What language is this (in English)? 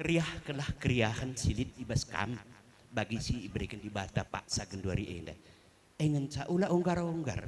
Batak Karo